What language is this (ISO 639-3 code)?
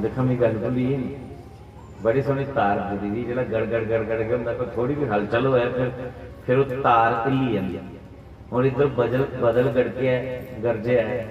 doi